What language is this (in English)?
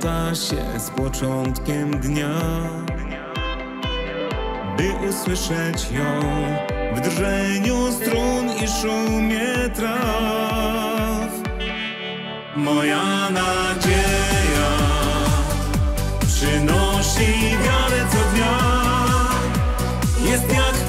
Polish